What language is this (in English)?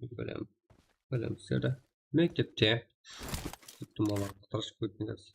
Kara-Kalpak